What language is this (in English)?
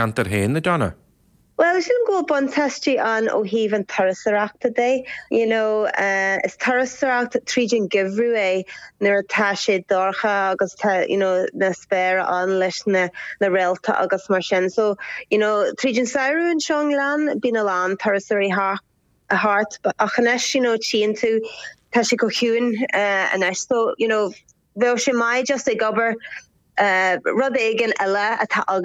Irish